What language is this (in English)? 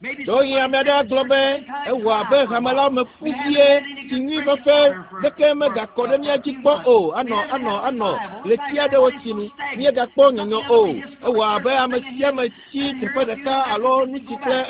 Ewe